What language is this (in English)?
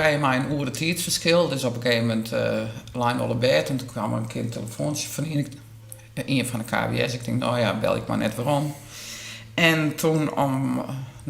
Western Frisian